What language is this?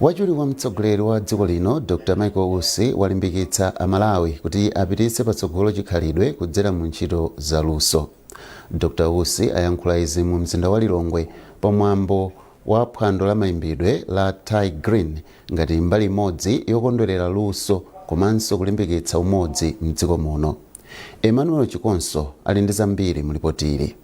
Nyanja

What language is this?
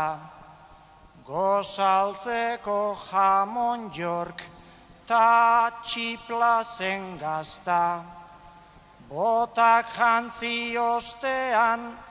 Basque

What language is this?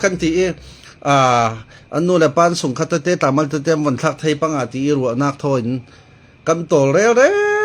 Falam Chin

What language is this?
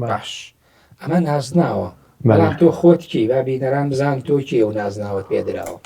Central Kurdish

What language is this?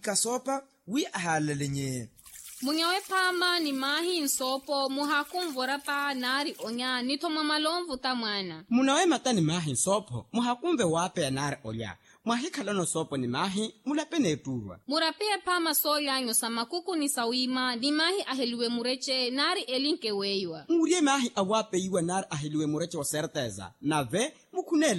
Makhuwa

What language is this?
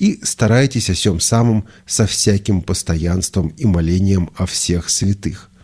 Russian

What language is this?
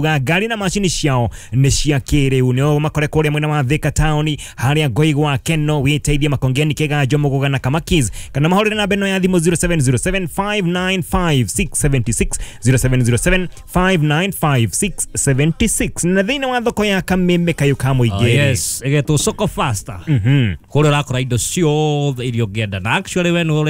Kikuyu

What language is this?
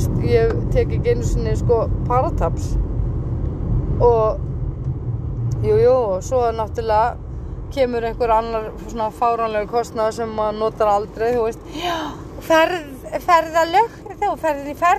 Icelandic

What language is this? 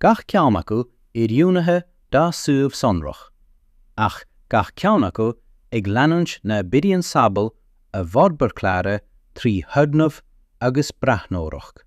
Irish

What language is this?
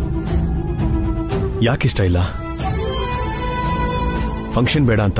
Kannada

